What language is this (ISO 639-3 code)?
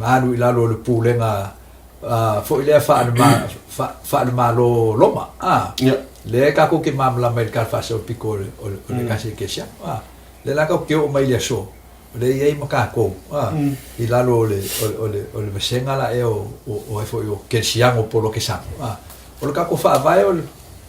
smo